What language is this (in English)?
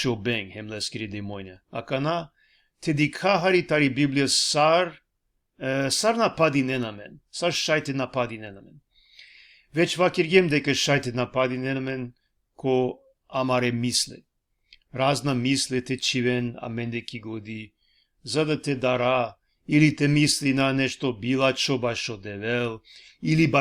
Balkan Romani